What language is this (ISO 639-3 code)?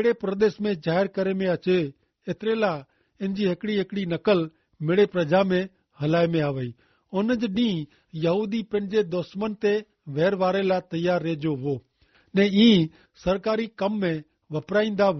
kfr